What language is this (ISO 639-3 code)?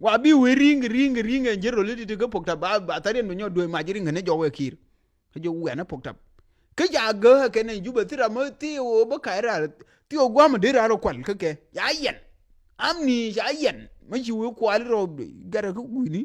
nus